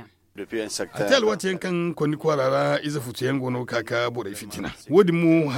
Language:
Zarma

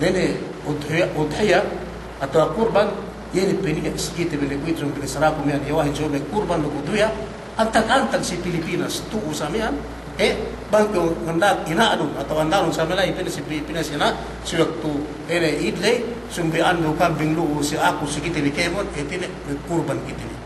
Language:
Yakan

